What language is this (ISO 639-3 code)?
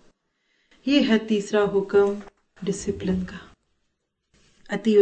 urd